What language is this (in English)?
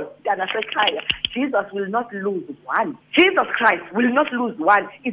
Xhosa